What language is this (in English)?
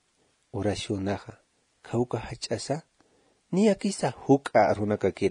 Aymara